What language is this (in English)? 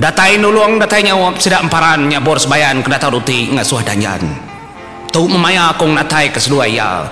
Iban